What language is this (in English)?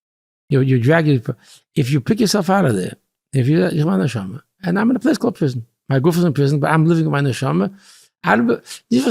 Yiddish